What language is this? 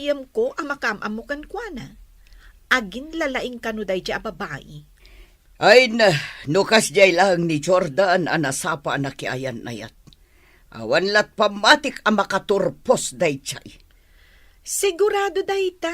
Iloko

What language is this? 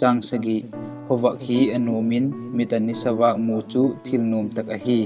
Vaiphei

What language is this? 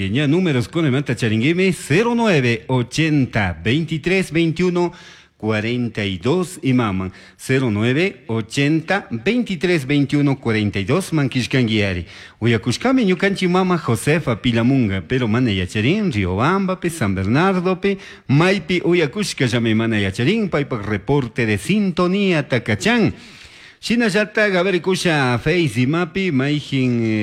Chimborazo Highland Quichua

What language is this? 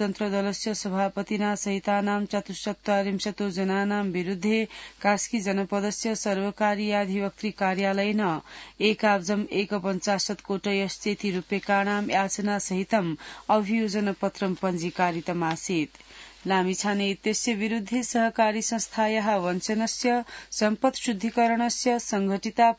Sanskrit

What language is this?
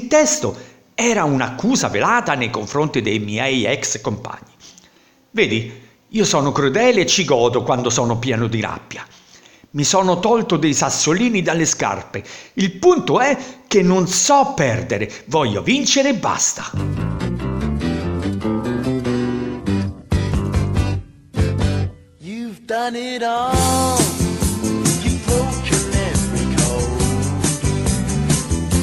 Italian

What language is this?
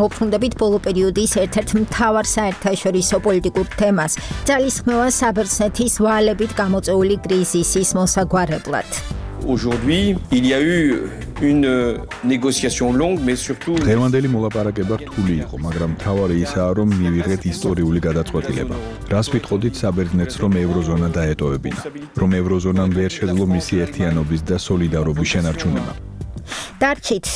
Georgian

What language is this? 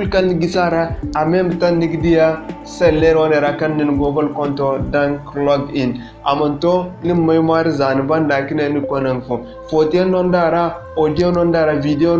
Zarma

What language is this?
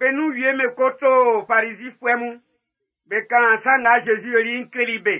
Baoulé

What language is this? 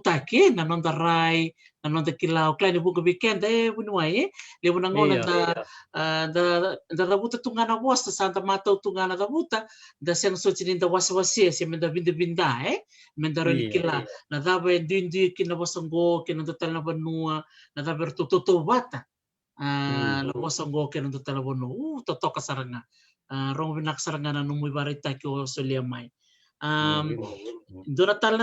Fijian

